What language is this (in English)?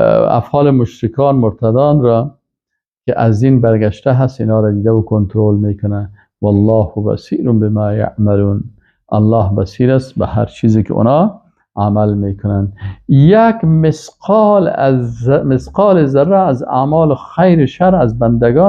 Persian